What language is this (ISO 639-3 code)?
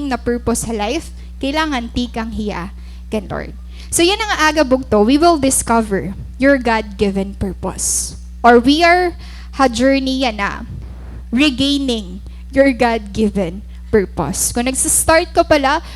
war